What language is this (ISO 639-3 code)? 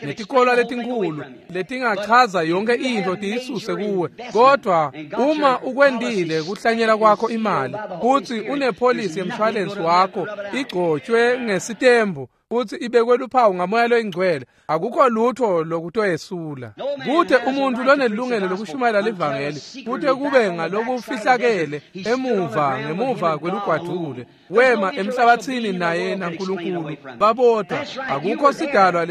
ssw